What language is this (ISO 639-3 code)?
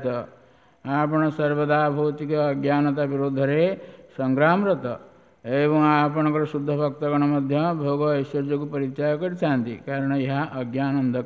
ori